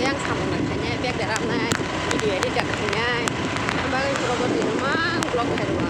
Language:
Kok Borok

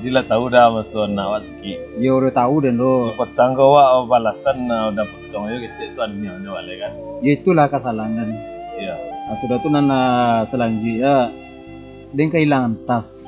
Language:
Minangkabau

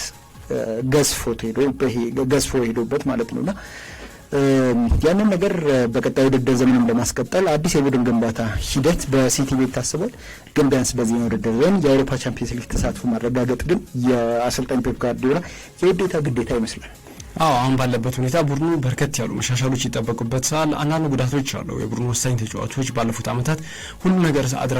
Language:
Amharic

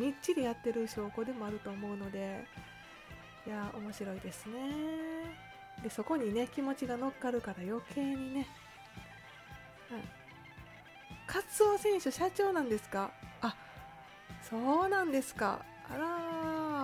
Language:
Japanese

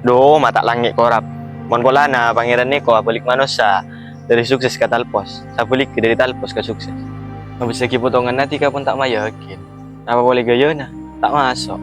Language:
Madurese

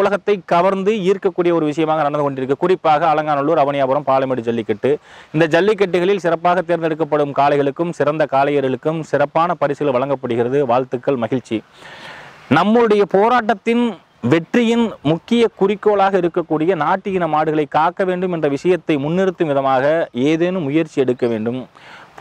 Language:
Tamil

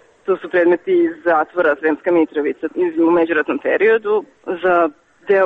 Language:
Serbian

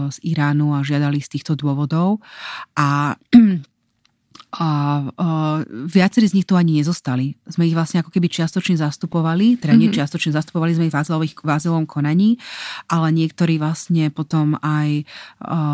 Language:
Slovak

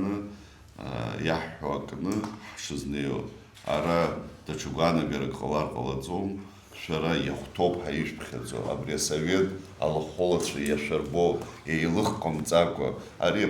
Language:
Abkhazian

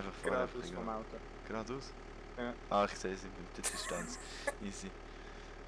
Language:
Swiss German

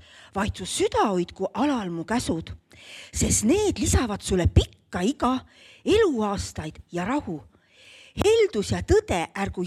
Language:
Estonian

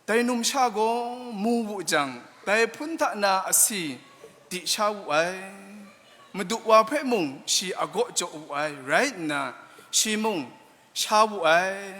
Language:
Kachin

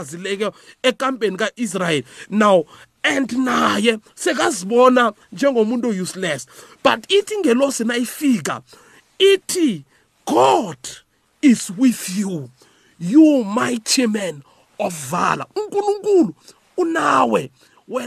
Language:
South Ndebele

